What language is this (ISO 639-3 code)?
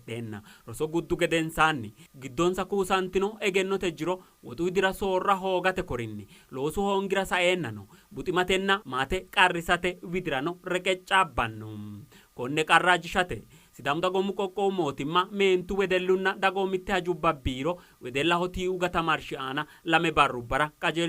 sid